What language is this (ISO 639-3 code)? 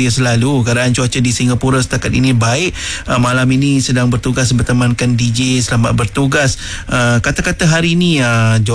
msa